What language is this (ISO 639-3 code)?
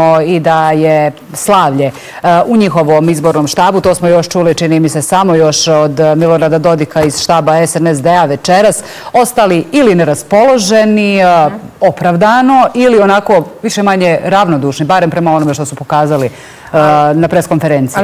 bos